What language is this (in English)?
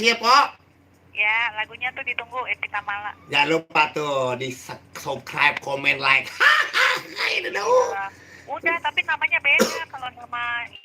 Betawi